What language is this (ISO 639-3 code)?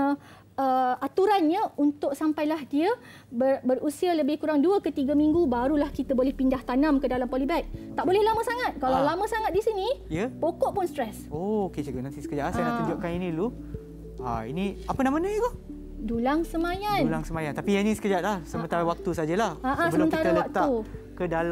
msa